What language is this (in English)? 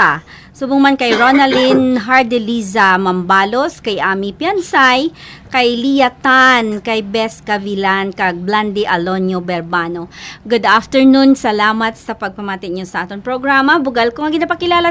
Hiligaynon